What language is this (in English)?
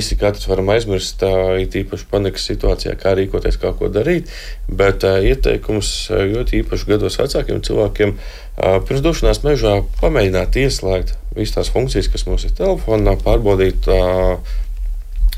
Latvian